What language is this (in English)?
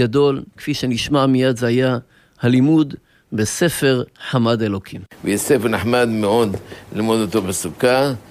Hebrew